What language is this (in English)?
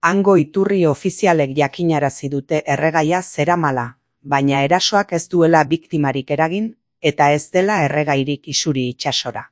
Basque